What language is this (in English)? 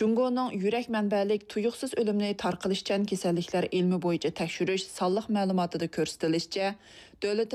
Uyghur